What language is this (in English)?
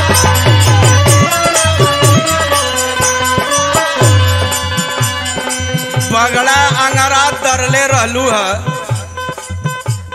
Bhojpuri